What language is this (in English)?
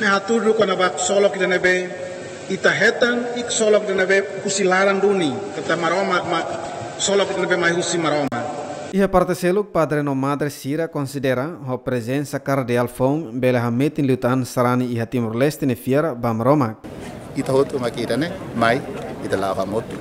Tetum